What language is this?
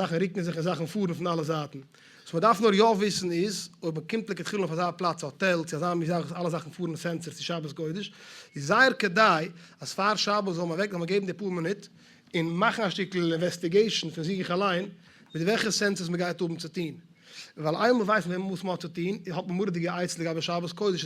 Yiddish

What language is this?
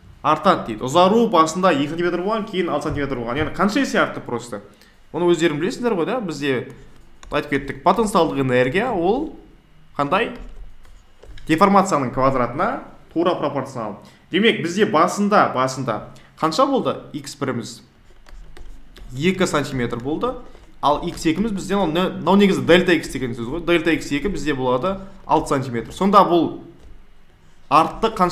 Kazakh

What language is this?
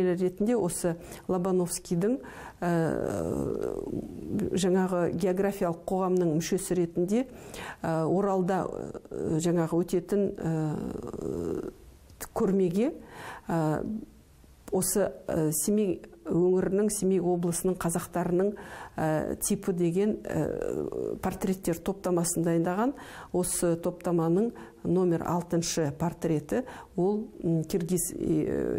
Kazakh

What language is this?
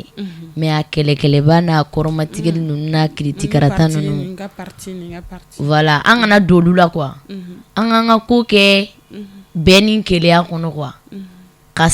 Bambara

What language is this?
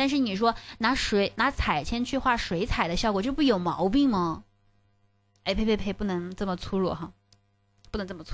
Chinese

